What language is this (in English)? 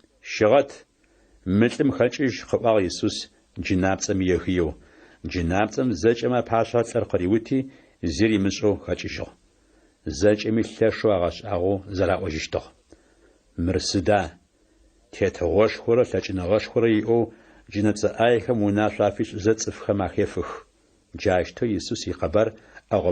Adyghe